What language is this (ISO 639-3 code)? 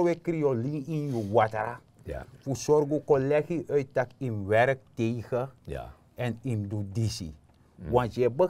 srn